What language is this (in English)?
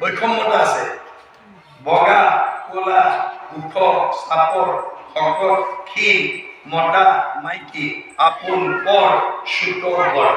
Assamese